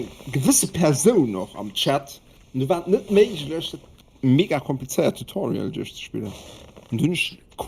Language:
Luxembourgish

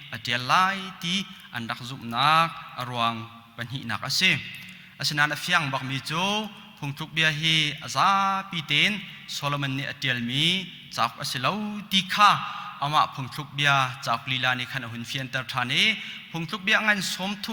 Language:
Hakha Chin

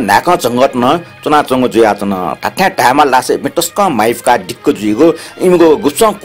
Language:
Newari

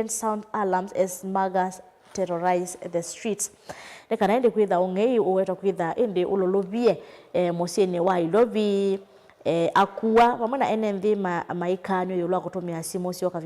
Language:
Kamba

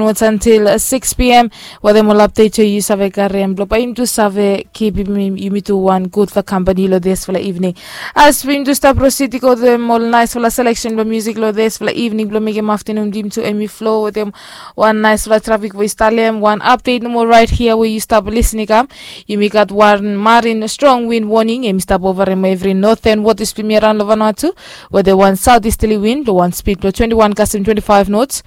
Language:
Bislama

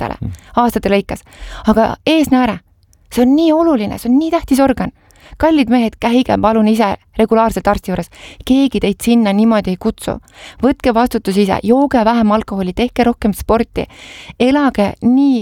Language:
Estonian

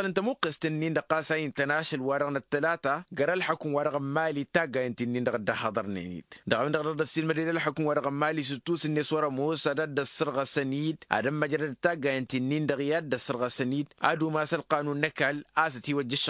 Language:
Tamasheq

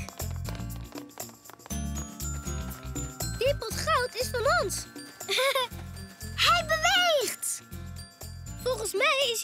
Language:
Dutch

